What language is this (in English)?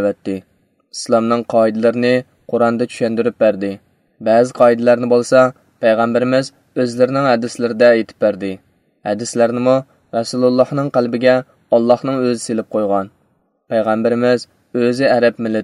Uyghur